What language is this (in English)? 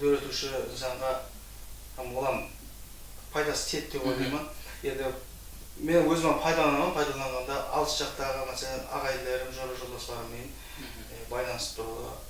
Kara-Kalpak